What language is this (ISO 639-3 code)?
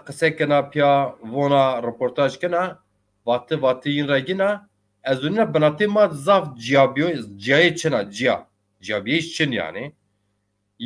zza